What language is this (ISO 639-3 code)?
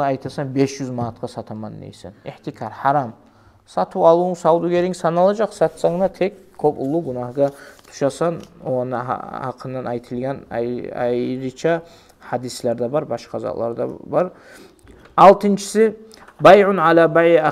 kum